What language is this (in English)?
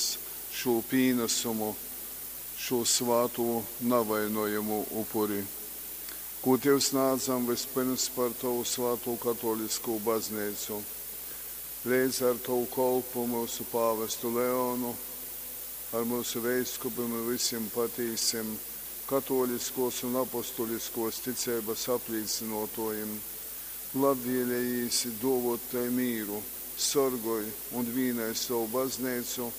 Latgalian